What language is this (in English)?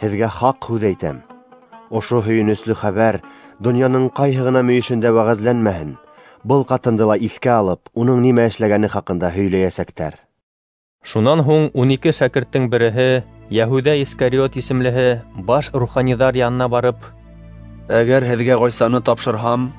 Bashkir